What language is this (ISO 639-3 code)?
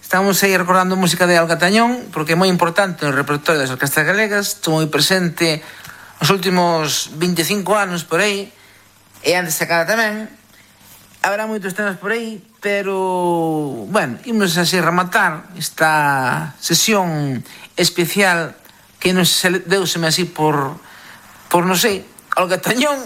glg